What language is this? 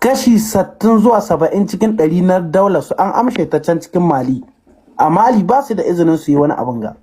Hausa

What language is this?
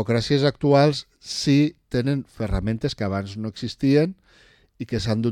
Catalan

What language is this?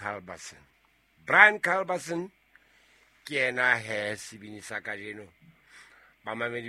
Southern Sotho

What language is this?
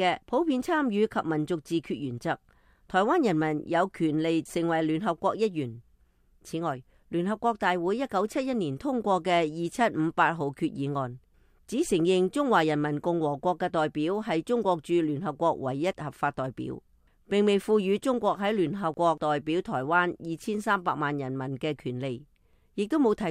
Cantonese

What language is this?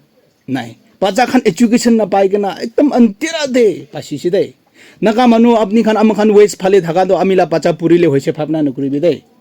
Naga Pidgin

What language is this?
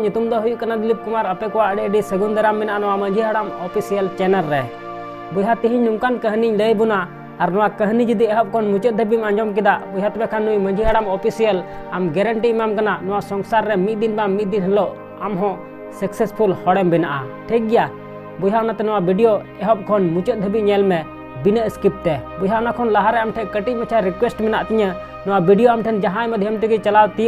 Santali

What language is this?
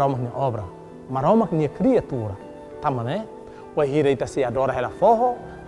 Tetum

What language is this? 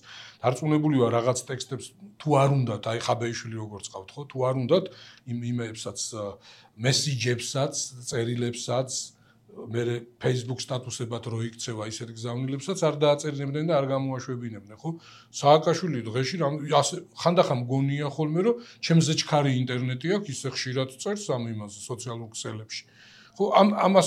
Georgian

